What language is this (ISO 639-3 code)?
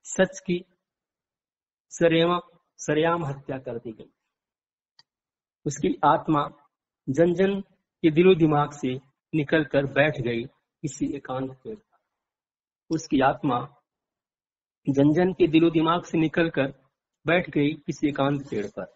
hin